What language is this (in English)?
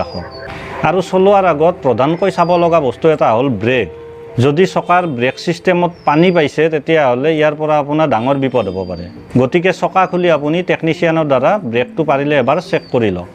Assamese